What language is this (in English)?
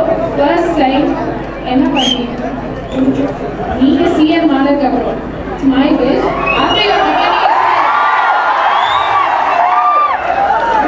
Tamil